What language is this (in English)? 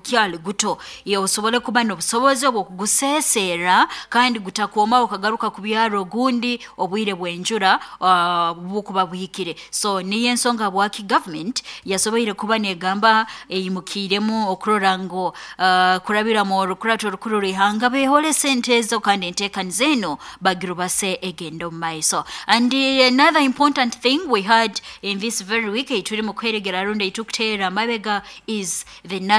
Nyoro